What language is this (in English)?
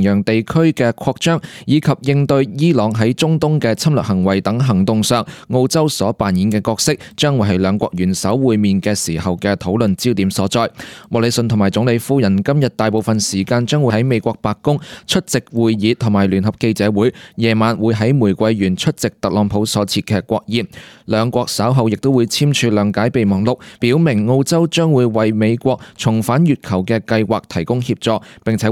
Cantonese